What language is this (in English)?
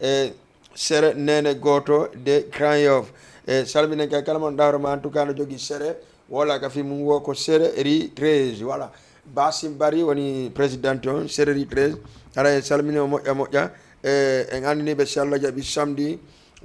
Fula